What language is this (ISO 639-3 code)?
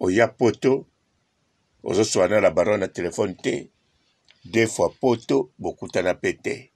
lin